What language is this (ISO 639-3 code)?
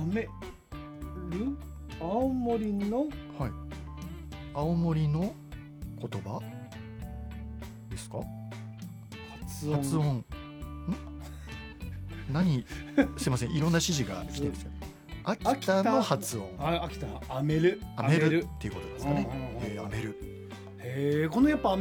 jpn